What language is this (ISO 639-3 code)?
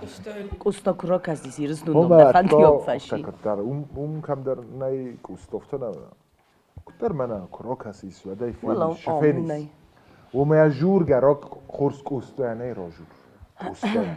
oss